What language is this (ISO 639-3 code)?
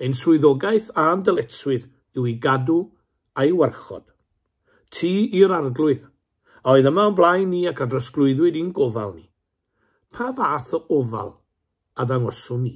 cym